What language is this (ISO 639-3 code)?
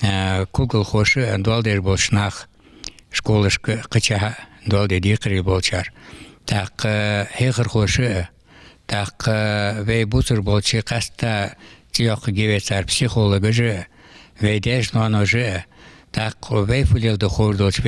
inh